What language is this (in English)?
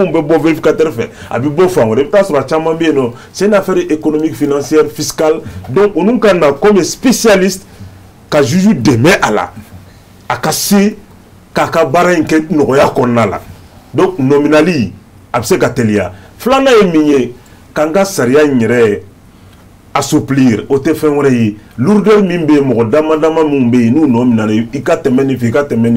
Bambara